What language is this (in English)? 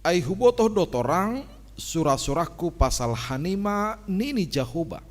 Batak Simalungun